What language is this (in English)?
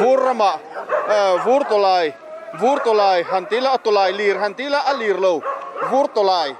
Mizo